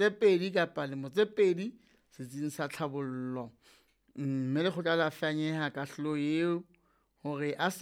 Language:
Southern Sotho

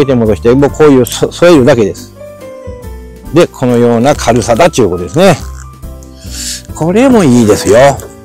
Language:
Japanese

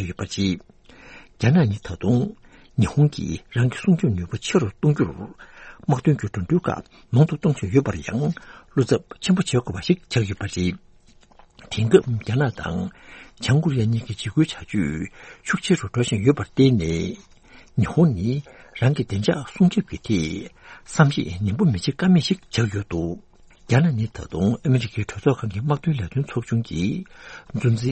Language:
Tibetan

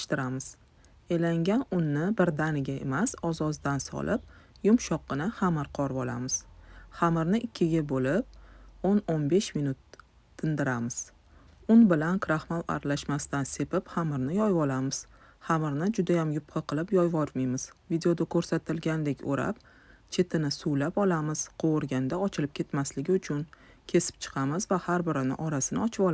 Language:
Uzbek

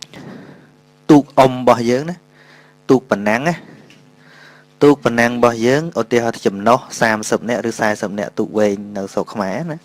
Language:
Khmer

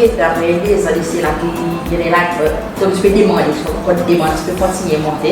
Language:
Seselwa Creole French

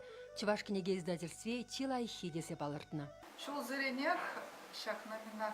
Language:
Chuvash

